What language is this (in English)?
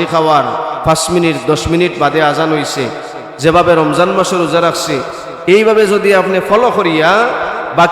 Sylheti